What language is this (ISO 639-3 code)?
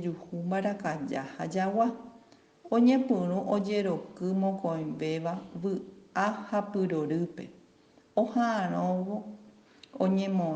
grn